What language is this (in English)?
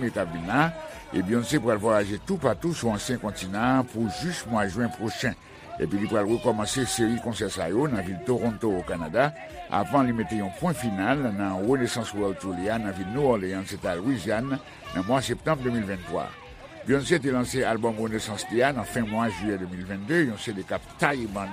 Haitian Creole